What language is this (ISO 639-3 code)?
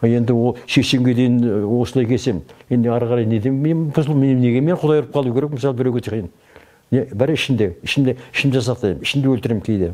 kaz